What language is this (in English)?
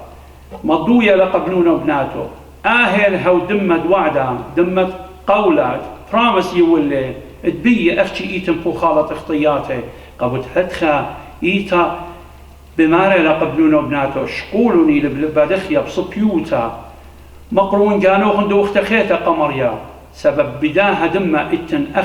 Assyrian Neo-Aramaic